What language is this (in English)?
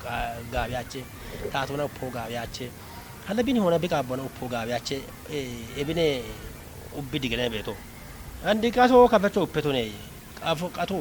Kafa